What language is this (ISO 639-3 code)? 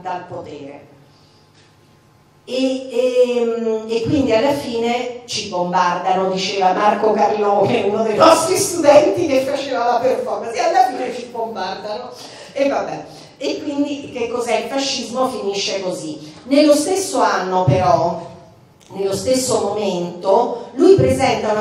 ita